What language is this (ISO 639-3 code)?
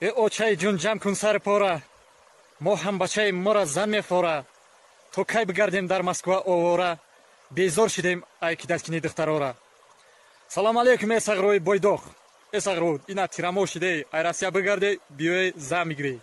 tgk